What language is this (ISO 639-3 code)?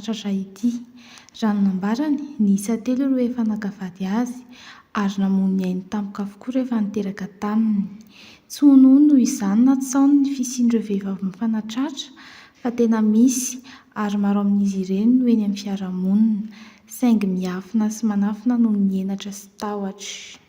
mlg